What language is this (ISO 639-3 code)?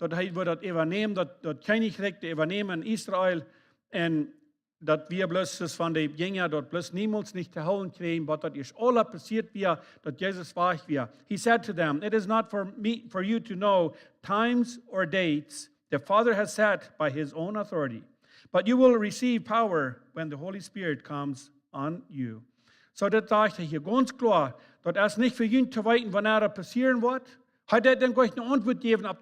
pdt